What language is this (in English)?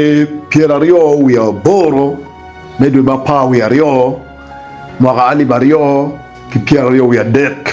Acoli